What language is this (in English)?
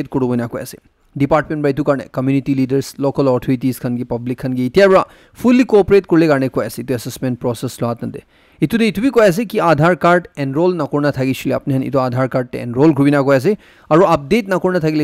Naga Pidgin